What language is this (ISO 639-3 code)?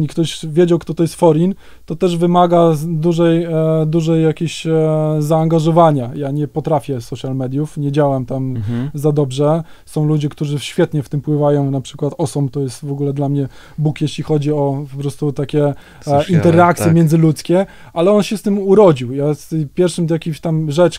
pol